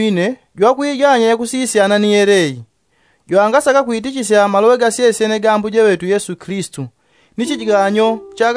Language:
Yao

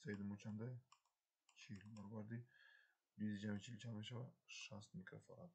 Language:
Tajik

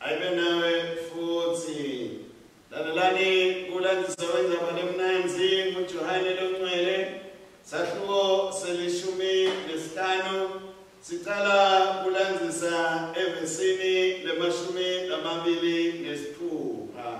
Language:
Swati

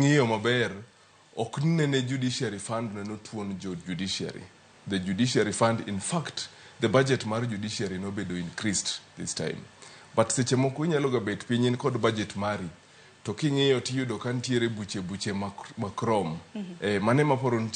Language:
Luo (Kenya and Tanzania)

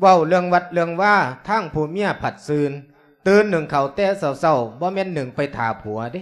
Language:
Lao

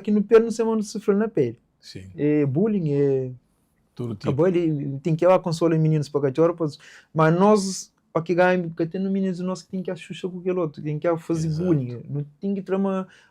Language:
Kabuverdianu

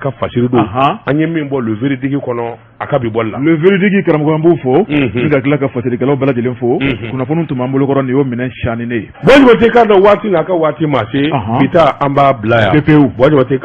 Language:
Bambara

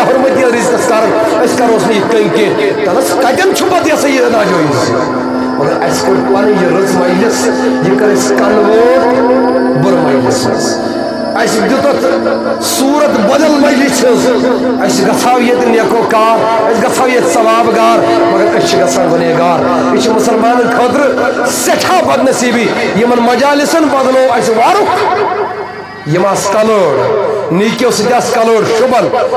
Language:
Kashmiri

